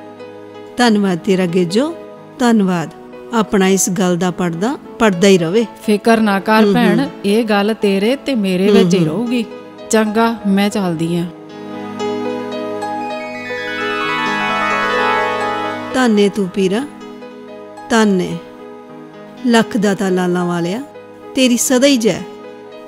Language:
Punjabi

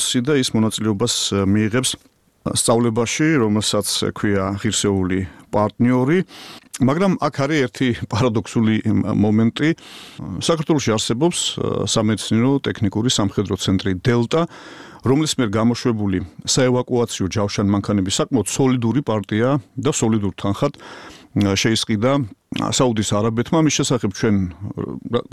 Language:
Georgian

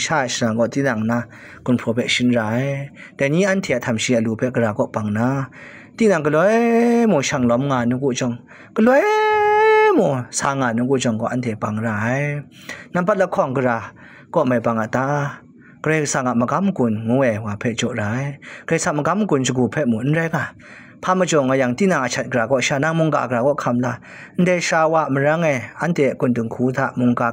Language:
Kachin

